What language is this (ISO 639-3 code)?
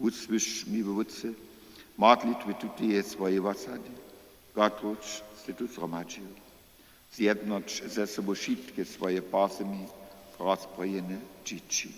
hsb